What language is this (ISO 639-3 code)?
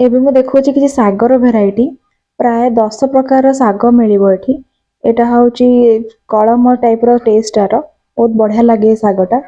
ori